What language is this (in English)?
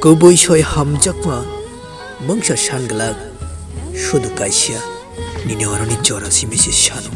Kok Borok